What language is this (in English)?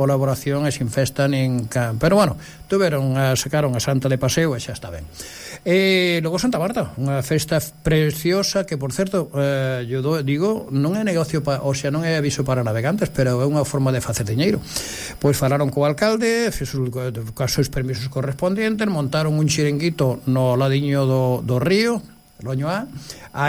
Galician